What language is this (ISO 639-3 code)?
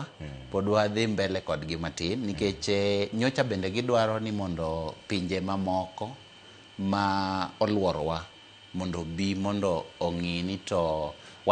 luo